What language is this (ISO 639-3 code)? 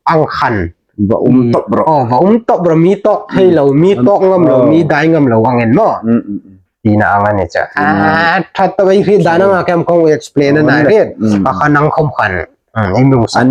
hmr